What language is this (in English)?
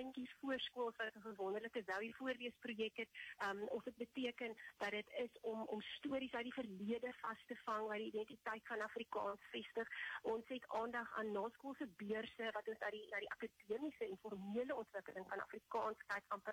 Afrikaans